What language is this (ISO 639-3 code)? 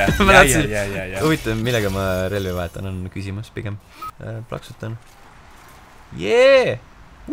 est